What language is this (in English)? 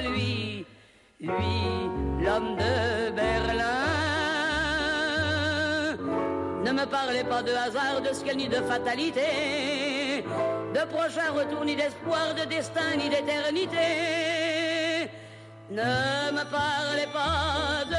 French